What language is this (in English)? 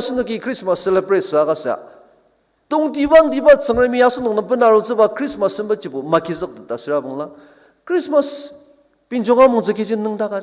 Ao Naga